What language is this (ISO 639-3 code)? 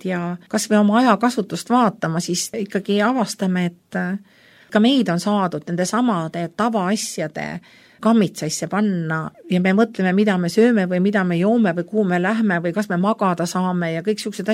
est